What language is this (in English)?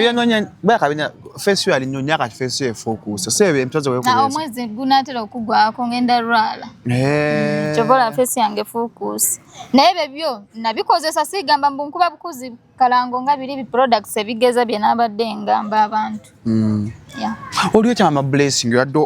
Ganda